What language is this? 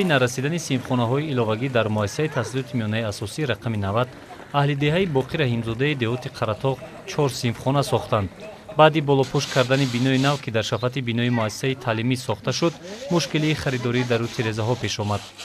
Tajik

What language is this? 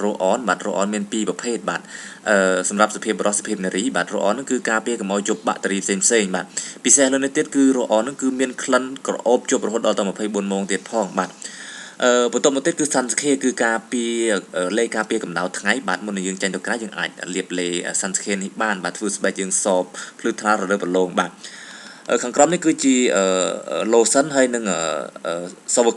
Khmer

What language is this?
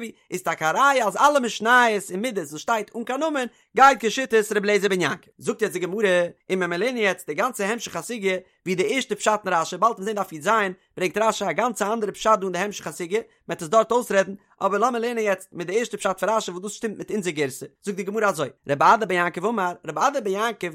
Yiddish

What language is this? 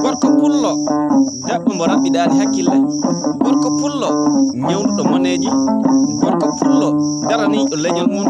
Fula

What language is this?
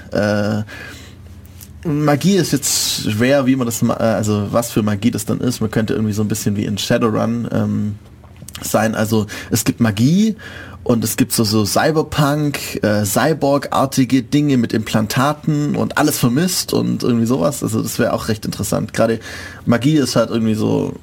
German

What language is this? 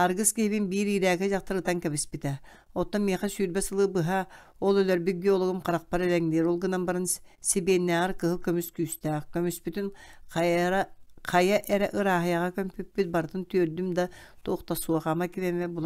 Yakut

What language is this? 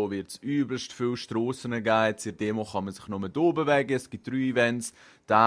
Swiss German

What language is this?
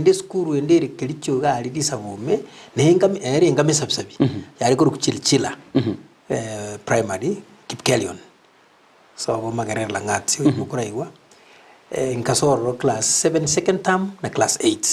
Gusii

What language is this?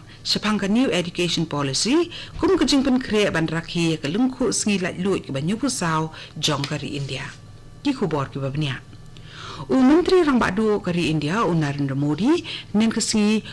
Khasi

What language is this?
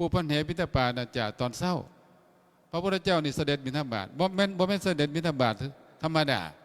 Lao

